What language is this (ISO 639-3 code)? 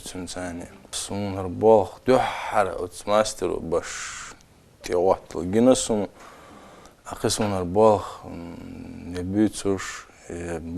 che